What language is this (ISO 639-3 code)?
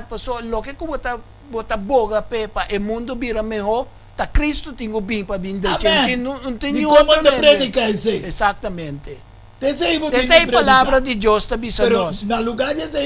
pap